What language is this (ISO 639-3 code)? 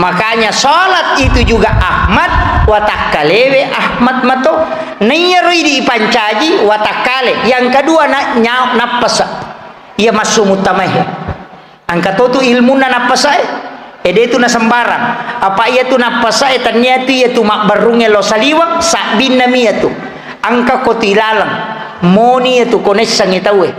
bug